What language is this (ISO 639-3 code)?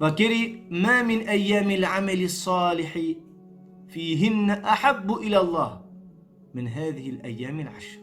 rmn